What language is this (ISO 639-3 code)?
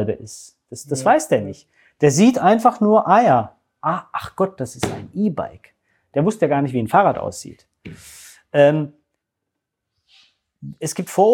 deu